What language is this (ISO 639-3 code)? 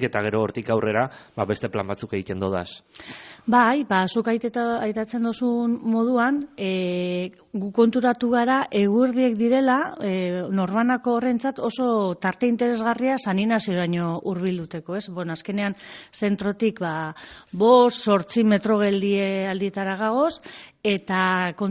eus